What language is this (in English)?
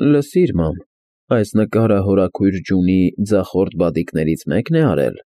Armenian